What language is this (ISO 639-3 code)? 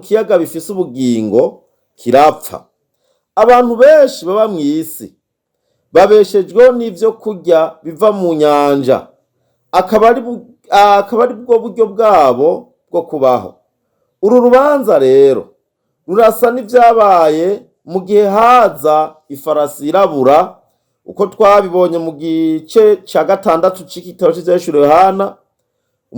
run